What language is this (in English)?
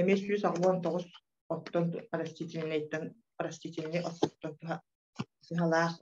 Yakut